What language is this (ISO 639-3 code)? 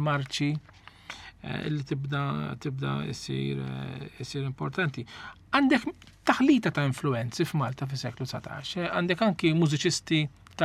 mlt